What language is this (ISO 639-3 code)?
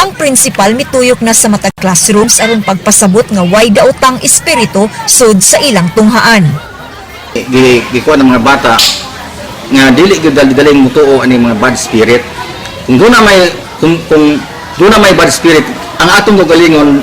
ceb